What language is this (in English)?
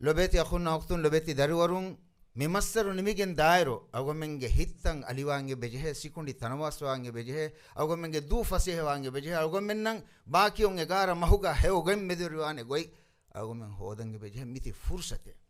Divehi